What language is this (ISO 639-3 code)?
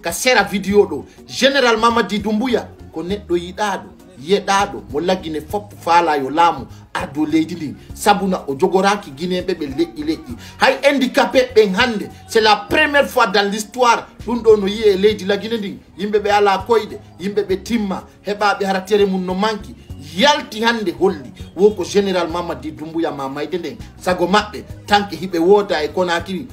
ful